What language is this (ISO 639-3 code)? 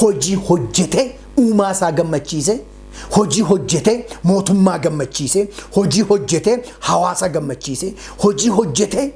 orm